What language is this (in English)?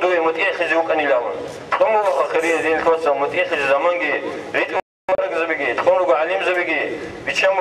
Avaric